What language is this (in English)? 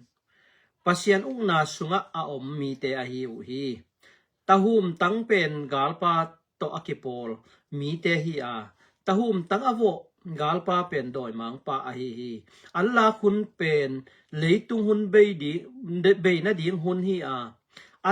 Tedim Chin